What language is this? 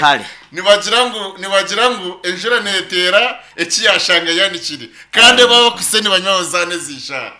Nyankole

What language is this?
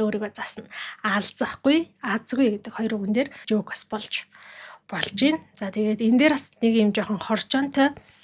Mongolian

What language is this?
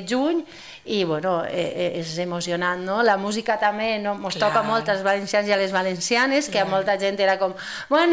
Catalan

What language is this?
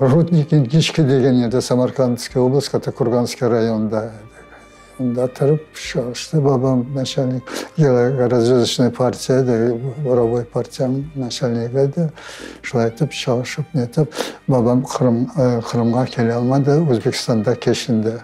Crimean Tatar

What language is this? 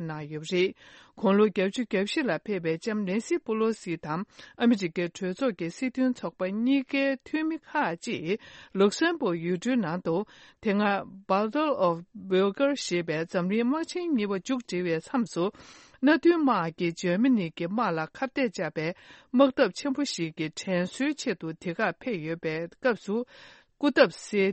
Tibetan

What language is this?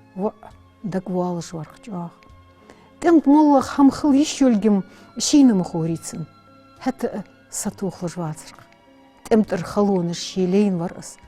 Ingush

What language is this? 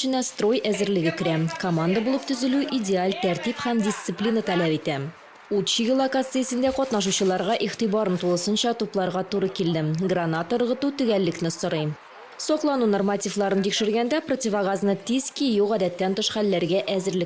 Tatar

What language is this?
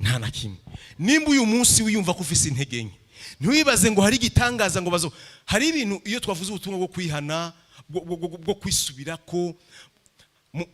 Rundi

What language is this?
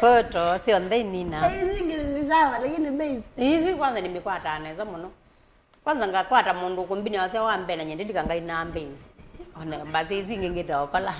Kamba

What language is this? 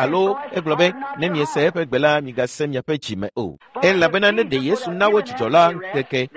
Ewe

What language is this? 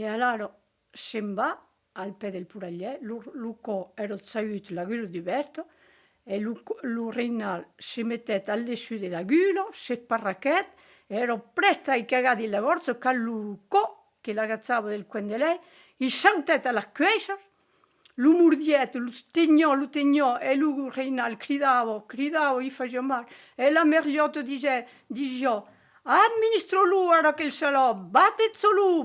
Occitan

